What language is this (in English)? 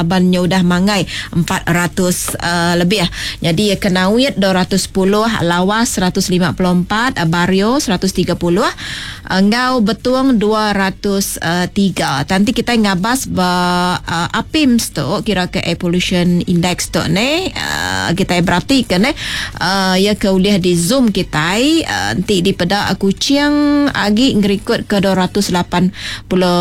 Iban